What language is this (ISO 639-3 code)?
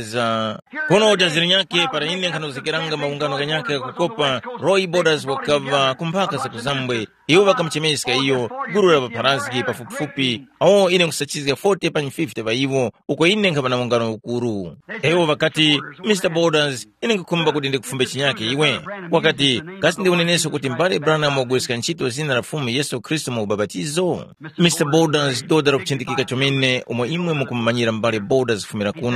tum